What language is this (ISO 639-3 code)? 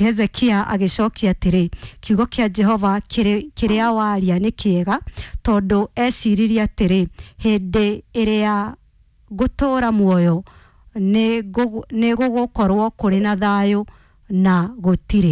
kik